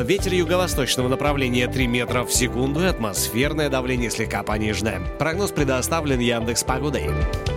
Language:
Russian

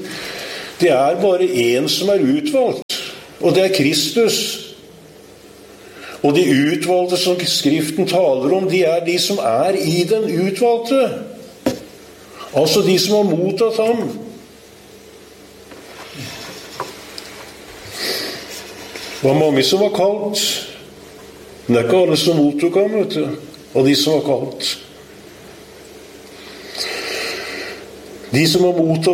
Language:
Norwegian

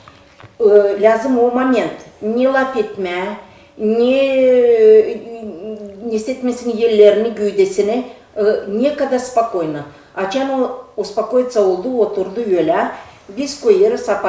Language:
Gagauz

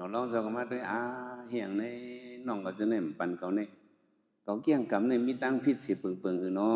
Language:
Shan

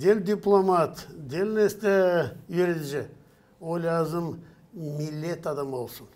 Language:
Gagauz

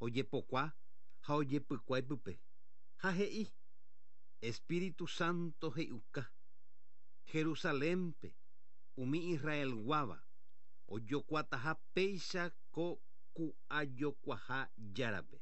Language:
Guarani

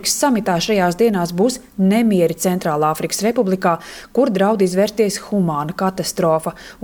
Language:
Latvian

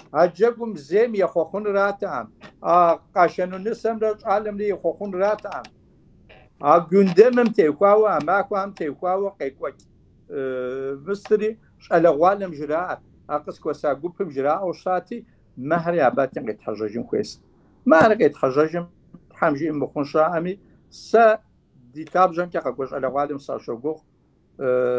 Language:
Kabardian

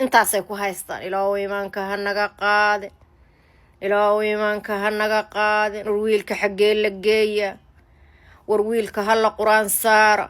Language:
Somali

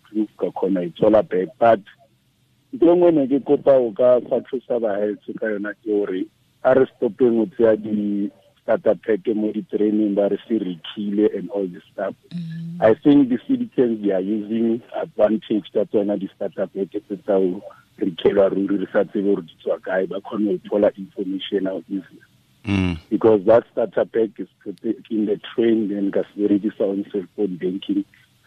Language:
Southern Sotho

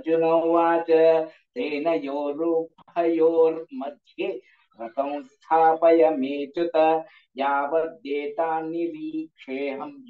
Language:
Sanskrit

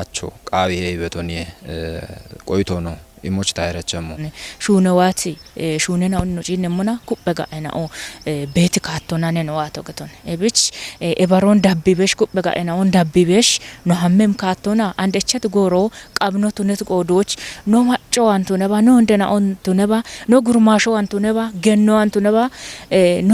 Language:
Kafa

